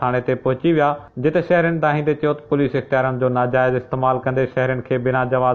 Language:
Sindhi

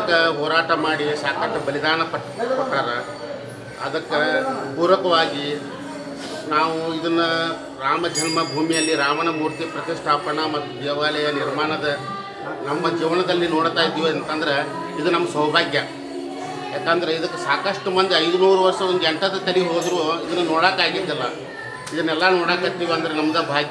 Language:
Kannada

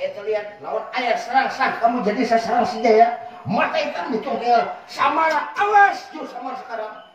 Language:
Banjar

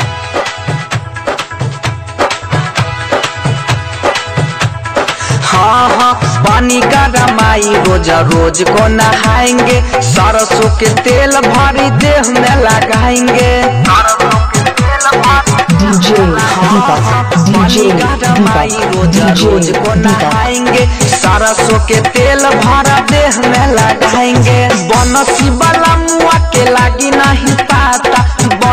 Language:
Bhojpuri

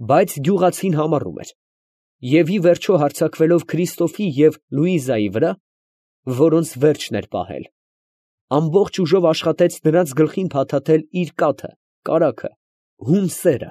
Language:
Armenian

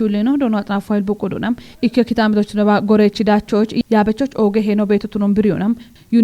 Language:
Kafa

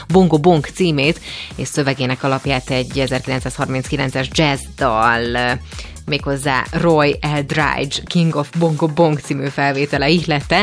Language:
Hungarian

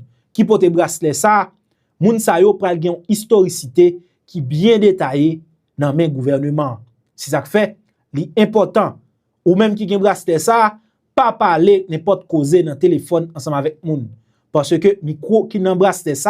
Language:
Haitian Creole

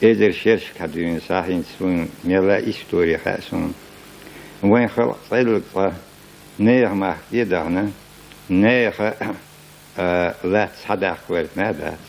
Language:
Chechen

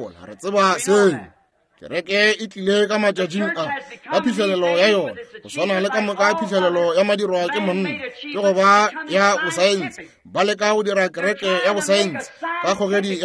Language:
Northern Sotho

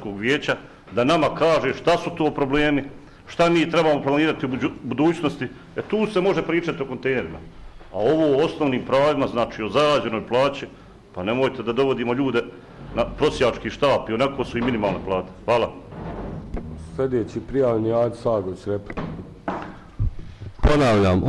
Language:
Bosnian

